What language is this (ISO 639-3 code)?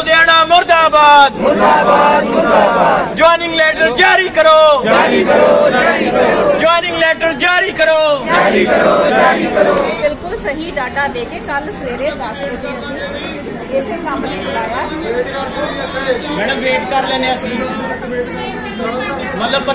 pan